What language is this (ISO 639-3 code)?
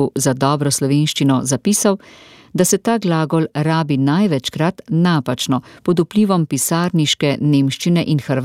slv